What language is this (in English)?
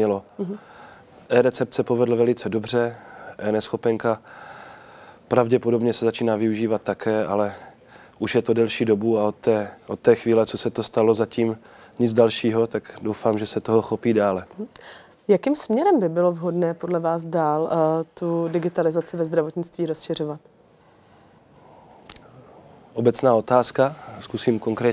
Czech